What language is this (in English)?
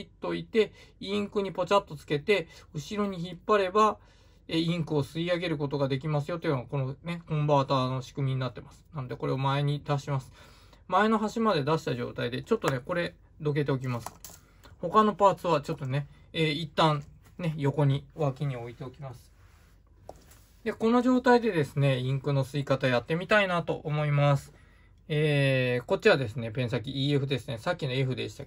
Japanese